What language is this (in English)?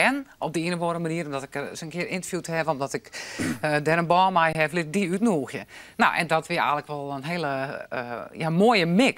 Western Frisian